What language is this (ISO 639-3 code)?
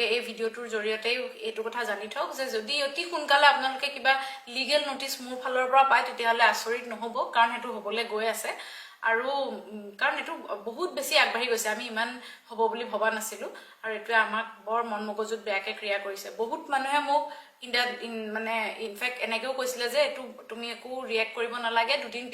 asm